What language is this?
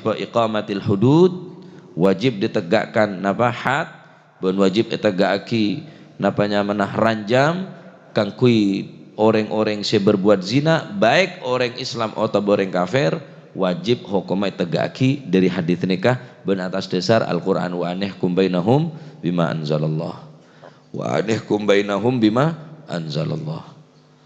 Madurese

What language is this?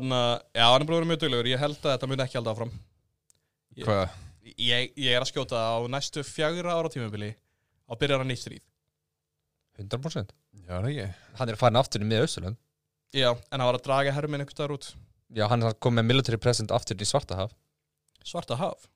Icelandic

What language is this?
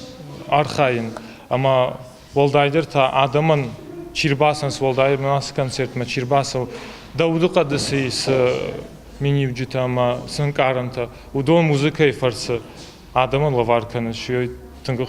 Ossetic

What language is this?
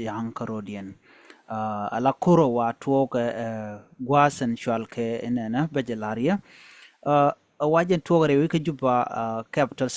Nuer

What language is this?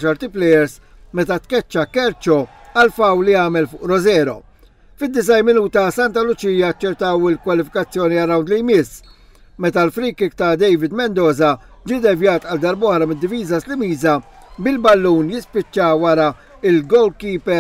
Maltese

